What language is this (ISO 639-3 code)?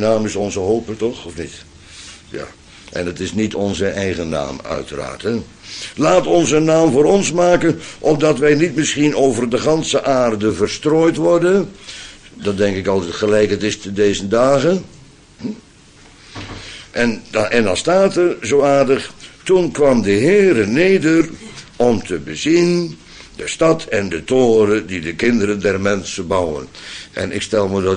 nld